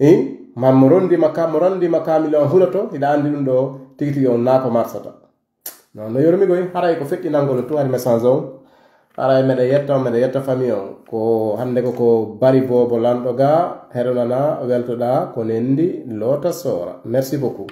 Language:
Pular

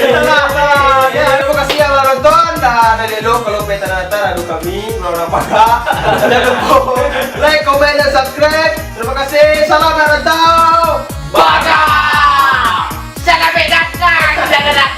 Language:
Minangkabau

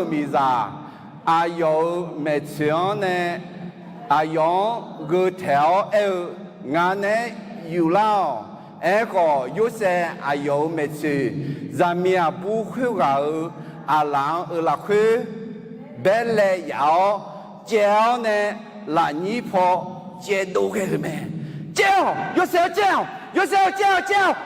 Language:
Akha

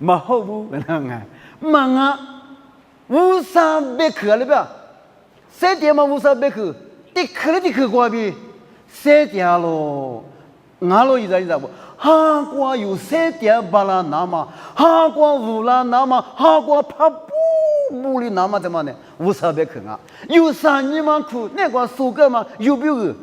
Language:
Lisu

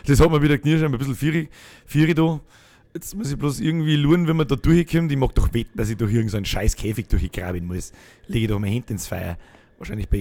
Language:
Bavarian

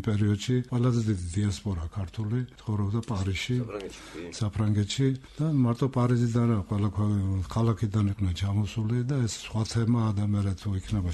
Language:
Georgian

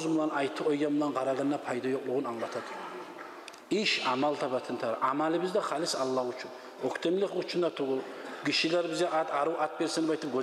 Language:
Kumyk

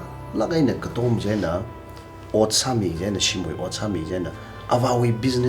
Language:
Tangkhul Naga (India)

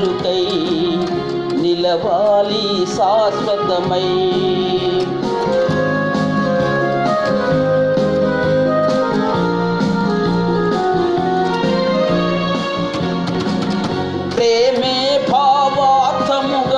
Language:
Telugu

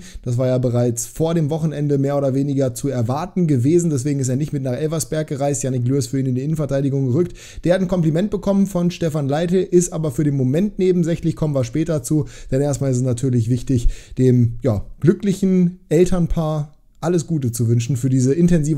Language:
German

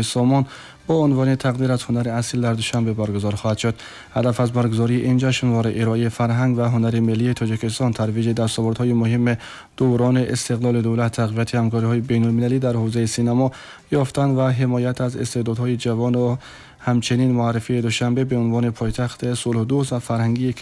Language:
Tajik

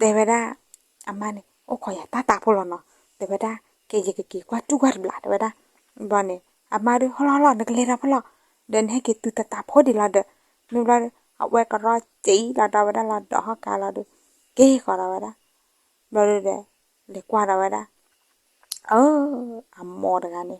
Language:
S'gaw Karen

